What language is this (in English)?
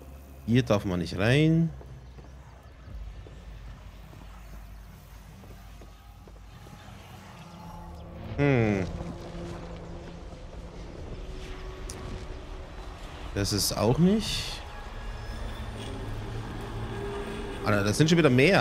German